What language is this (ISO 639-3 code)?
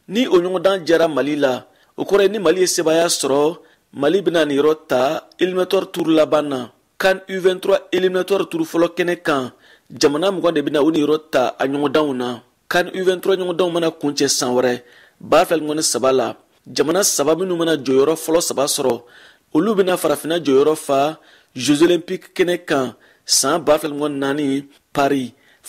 bam